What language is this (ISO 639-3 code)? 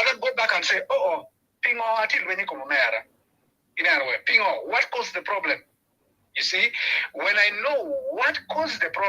ach